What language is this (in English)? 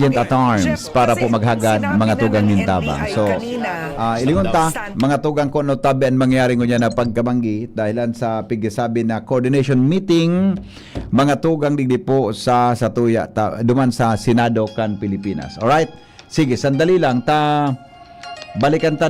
Bikol